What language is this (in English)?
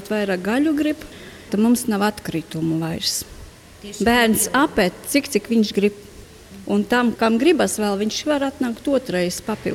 Latvian